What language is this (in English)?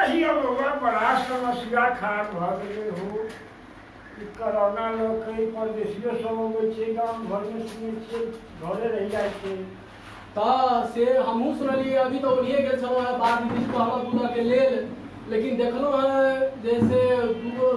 Maithili